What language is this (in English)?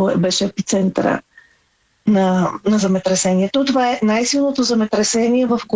Bulgarian